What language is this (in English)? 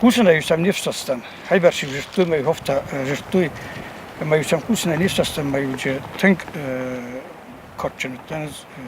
Ossetic